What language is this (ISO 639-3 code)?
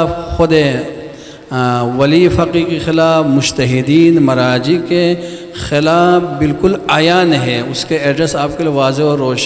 urd